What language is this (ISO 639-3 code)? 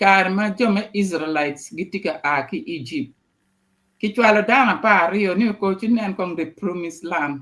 ach